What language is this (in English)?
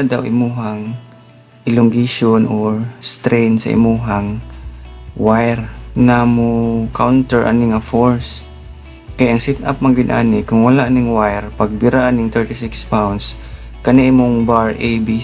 Cebuano